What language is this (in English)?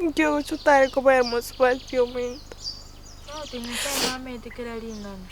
Gusii